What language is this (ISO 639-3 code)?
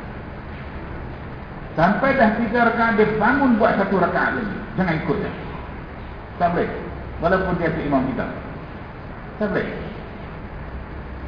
msa